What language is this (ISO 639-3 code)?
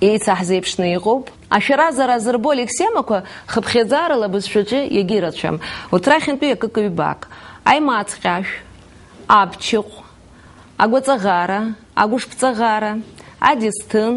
abk